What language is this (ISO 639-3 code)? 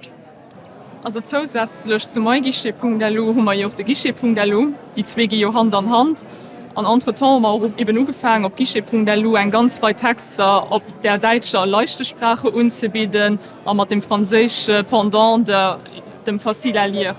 ltz